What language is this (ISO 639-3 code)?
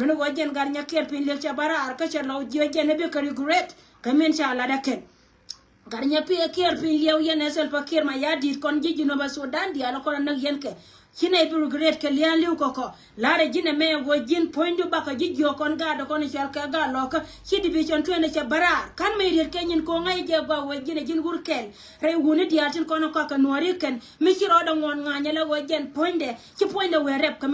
nus